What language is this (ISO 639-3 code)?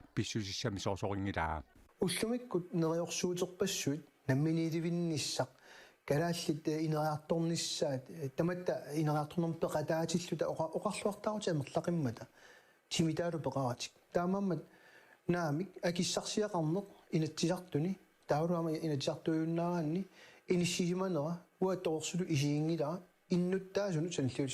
kal